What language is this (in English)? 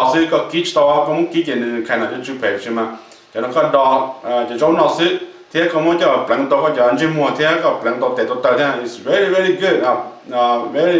Hmong